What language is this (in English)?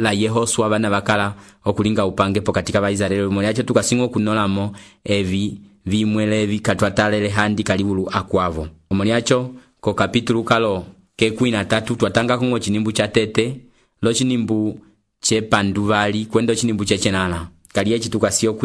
Umbundu